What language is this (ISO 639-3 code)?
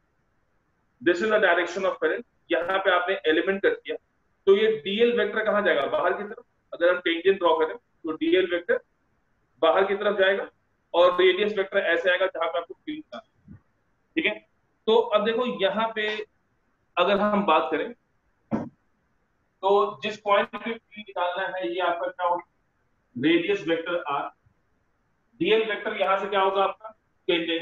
hin